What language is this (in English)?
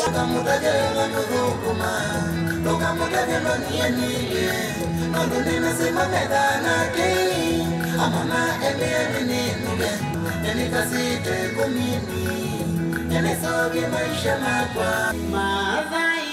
Kamba